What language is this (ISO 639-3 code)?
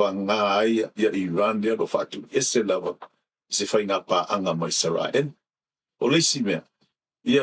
smo